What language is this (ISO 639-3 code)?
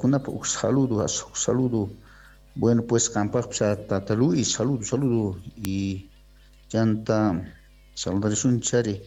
quh